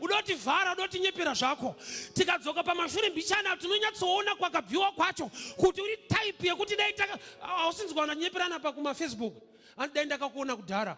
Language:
Shona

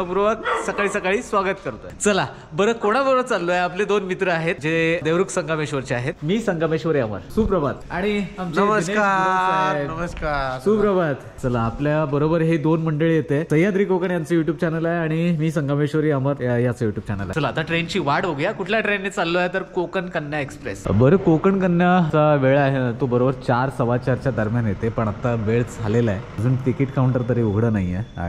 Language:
Marathi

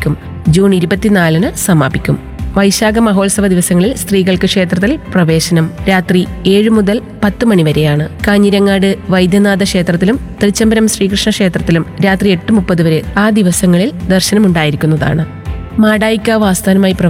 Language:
Malayalam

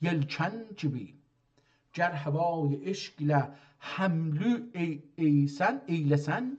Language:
South Azerbaijani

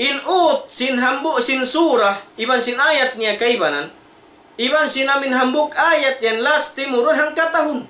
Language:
Tausug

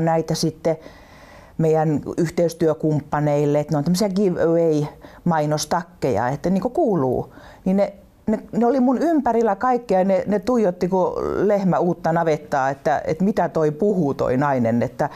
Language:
Finnish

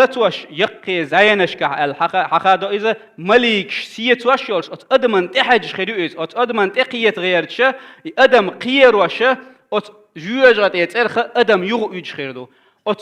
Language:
Chechen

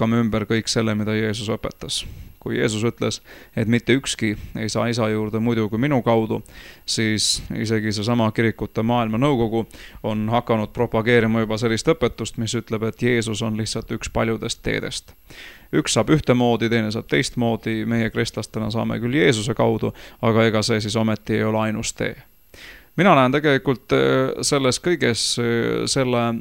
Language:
Estonian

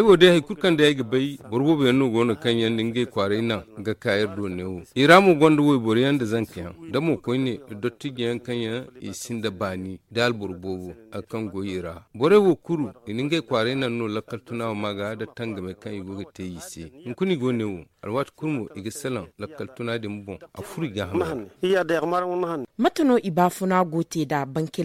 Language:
Zarma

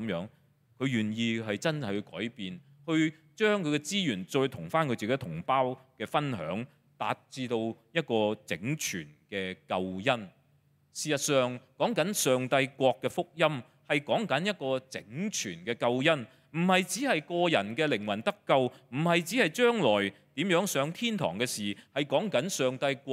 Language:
Cantonese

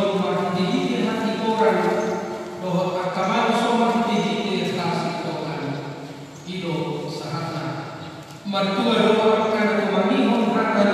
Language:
Batak Toba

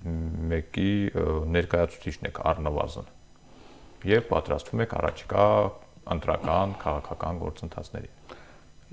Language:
Armenian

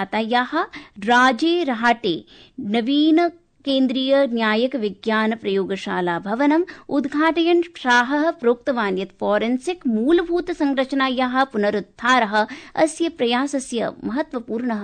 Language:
Sanskrit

